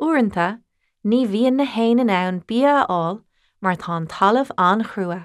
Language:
Irish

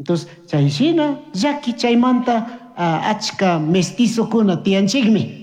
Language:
Chimborazo Highland Quichua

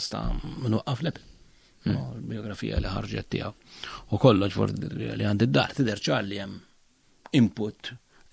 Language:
Maltese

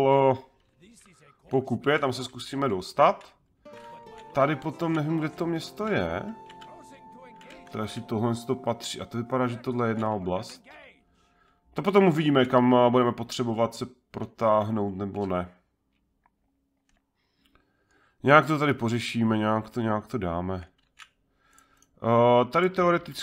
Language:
Czech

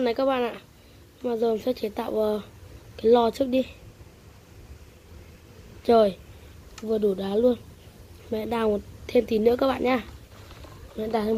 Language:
Vietnamese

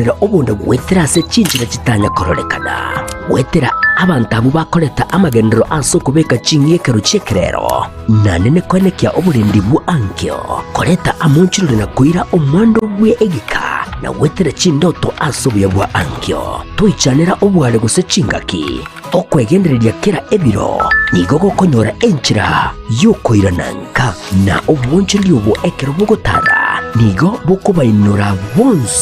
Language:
Gusii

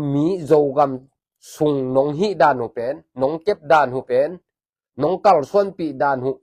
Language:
Tedim Chin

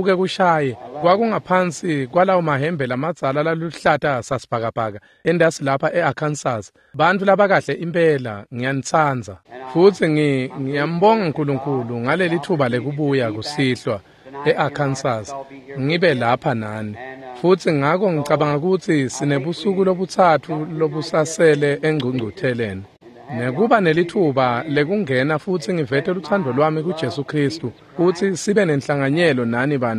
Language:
Swati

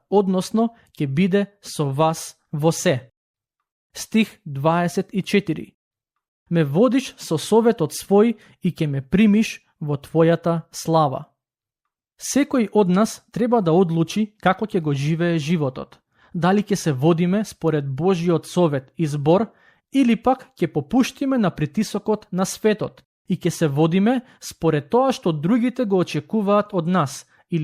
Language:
Macedonian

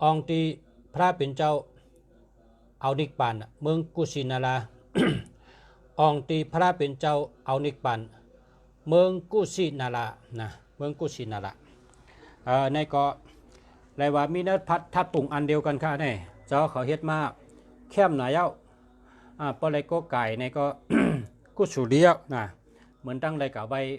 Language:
Shan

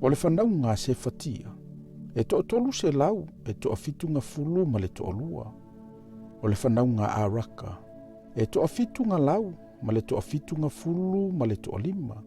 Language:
Samoan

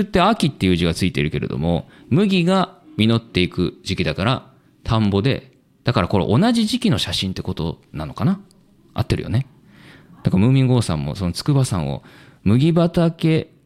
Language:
Japanese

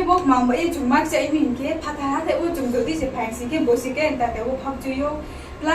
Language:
Riang (India)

